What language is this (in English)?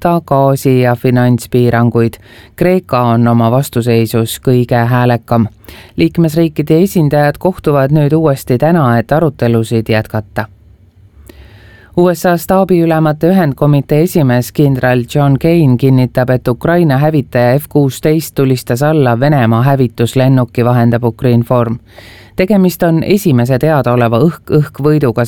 Estonian